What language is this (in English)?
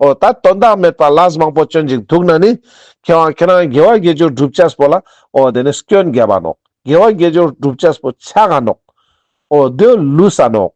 Ladakhi